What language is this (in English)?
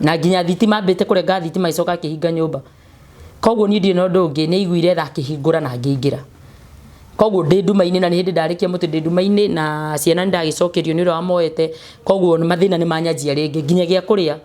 Kikuyu